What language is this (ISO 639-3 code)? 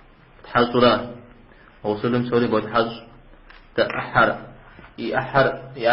kbd